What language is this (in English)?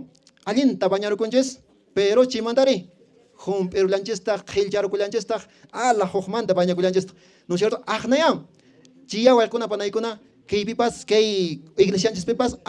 Quechua